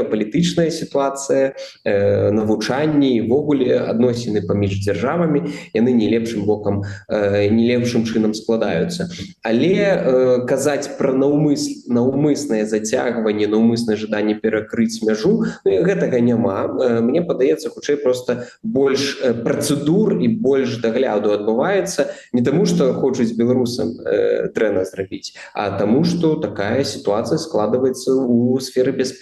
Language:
Belarusian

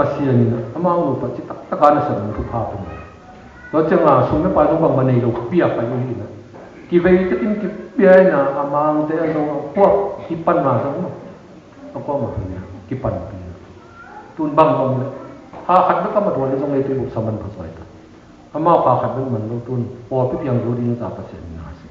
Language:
Tedim Chin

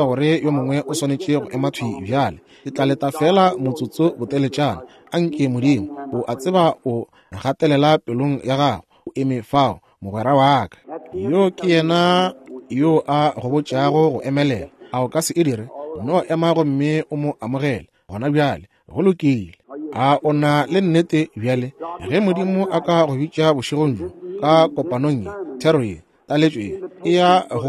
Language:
Northern Sotho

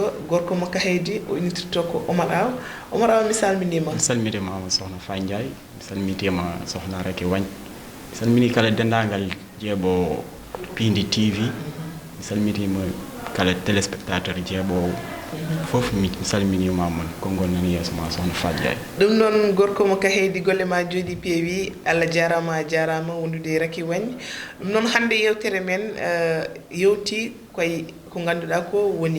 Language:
Fula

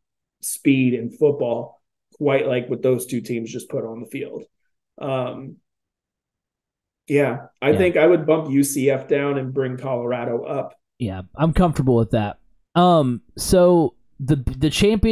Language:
English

